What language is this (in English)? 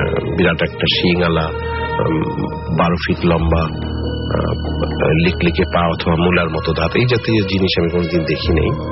Bangla